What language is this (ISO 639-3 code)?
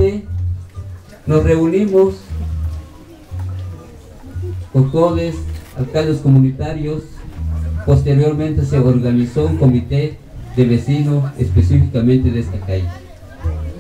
spa